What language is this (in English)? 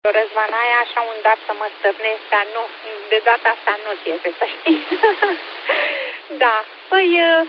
Romanian